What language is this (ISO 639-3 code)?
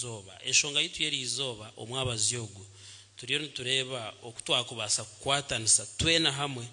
nyn